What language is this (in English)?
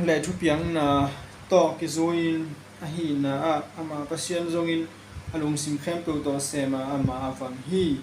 Tedim Chin